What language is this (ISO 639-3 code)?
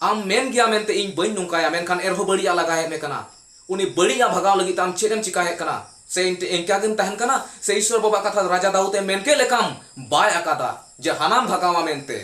sat